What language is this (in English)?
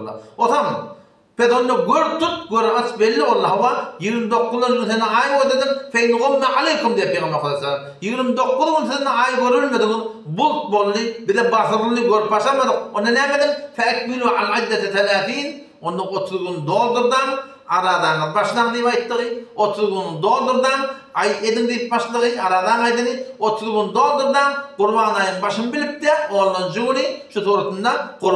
Turkmen